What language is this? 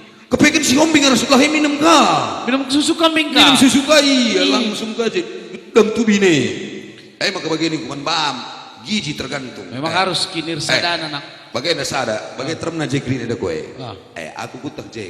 Batak Karo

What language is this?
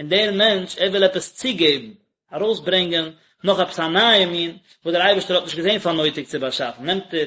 Yiddish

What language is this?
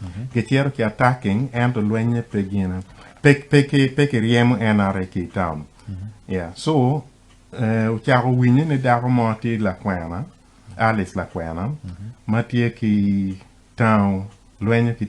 Acoli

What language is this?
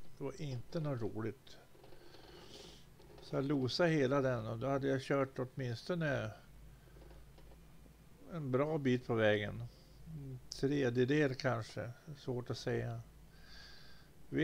Swedish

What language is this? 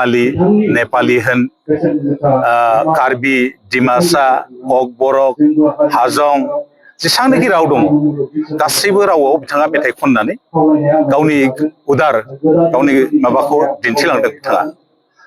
Bodo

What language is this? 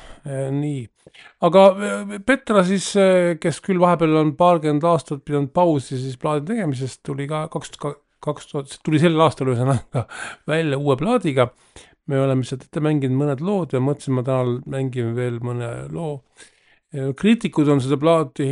Estonian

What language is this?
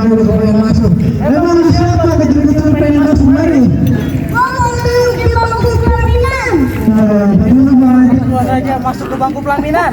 Betawi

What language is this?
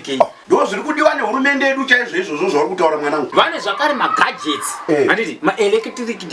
Shona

